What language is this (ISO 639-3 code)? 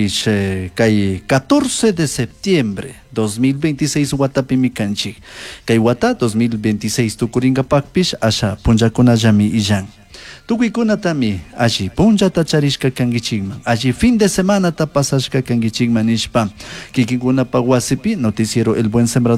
qug